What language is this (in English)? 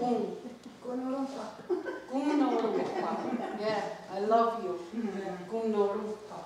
Mohawk